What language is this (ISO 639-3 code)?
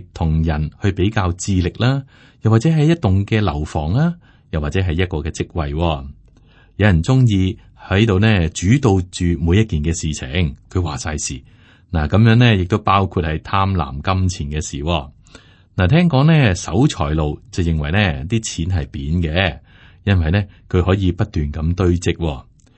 yue